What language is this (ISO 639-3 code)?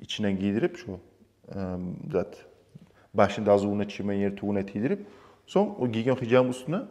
kum